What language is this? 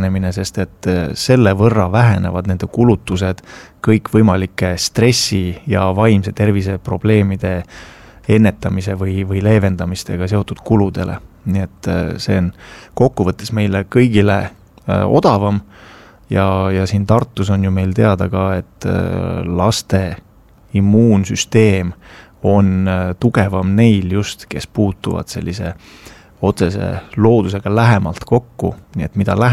Estonian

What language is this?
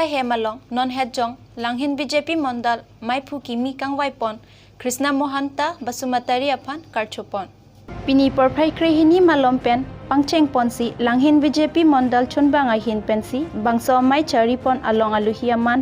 Karbi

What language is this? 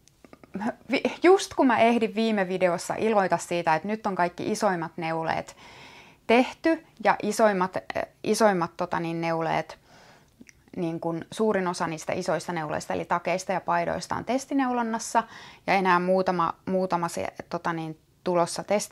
Finnish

